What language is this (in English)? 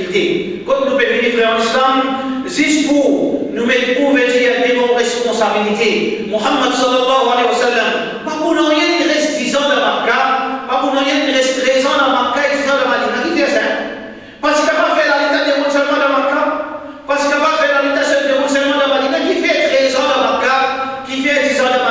Morisyen